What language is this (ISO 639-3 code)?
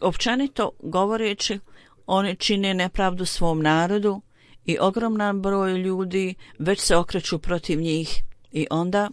bos